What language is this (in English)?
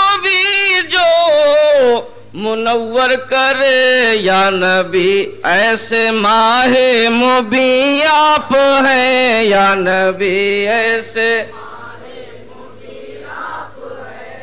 Urdu